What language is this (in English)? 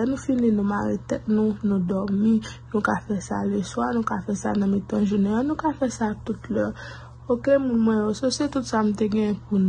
Haitian Creole